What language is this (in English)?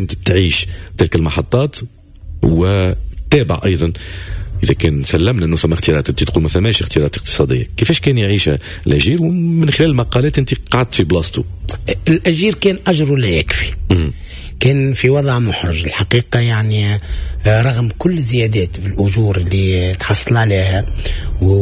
Tunisian Arabic